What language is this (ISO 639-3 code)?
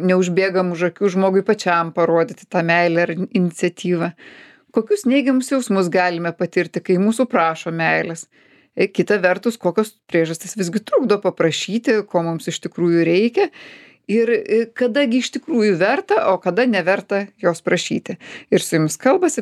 lit